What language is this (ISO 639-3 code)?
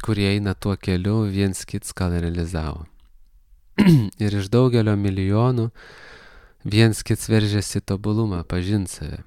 lit